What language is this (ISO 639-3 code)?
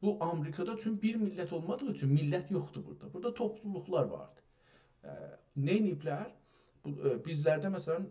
azb